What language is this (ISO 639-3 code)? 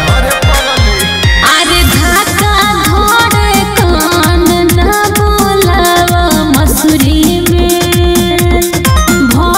bho